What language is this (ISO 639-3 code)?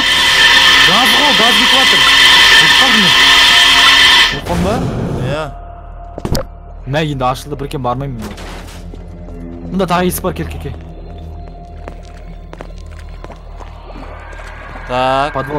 kaz